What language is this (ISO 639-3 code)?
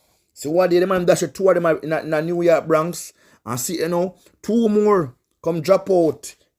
jam